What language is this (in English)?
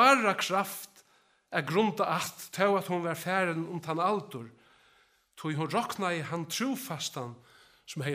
Faroese